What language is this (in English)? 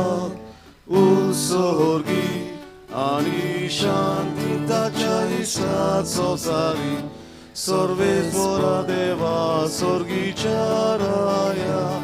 Konkani